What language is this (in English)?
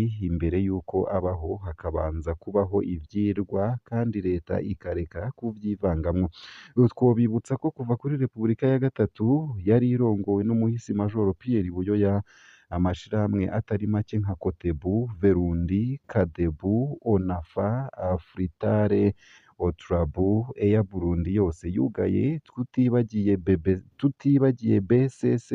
Rundi